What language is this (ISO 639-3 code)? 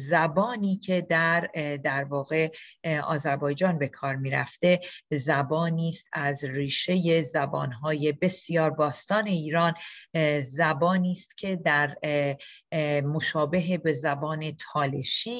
fas